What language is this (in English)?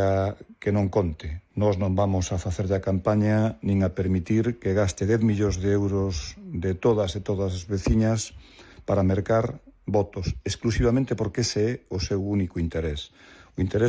Galician